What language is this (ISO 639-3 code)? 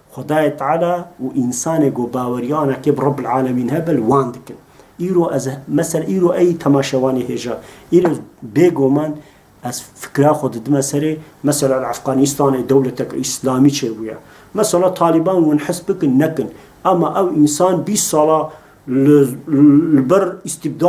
kur